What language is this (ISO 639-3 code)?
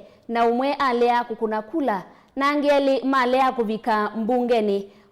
kam